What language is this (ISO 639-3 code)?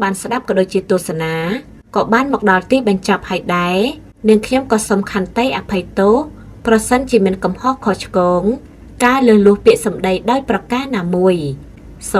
khm